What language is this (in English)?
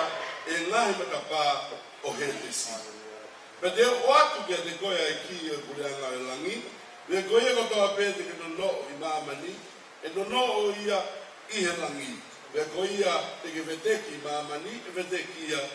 Tongan